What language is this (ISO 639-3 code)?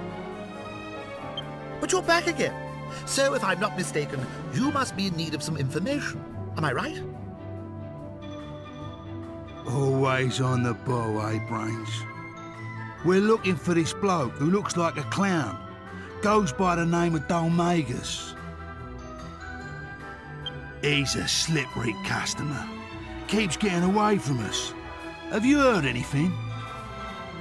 eng